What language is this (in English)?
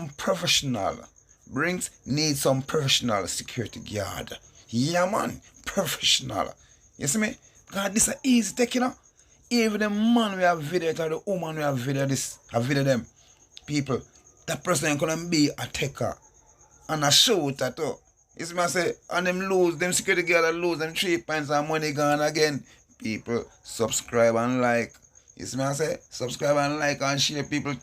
Jamaican Creole English